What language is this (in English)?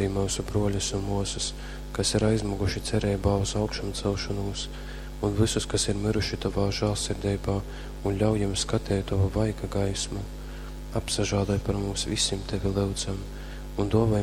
Latgalian